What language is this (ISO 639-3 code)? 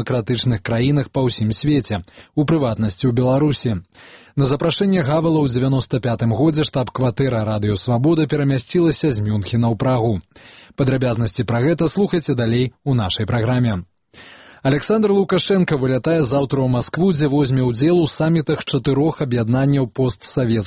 bel